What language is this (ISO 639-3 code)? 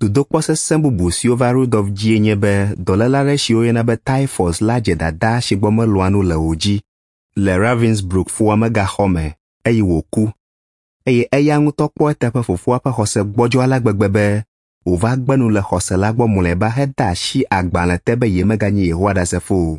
ewe